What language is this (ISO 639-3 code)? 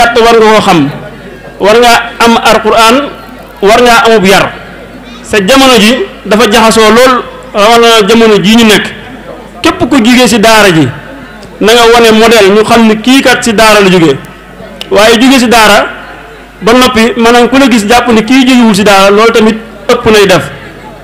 wol